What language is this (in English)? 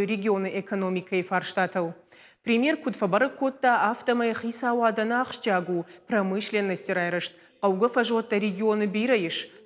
Ossetic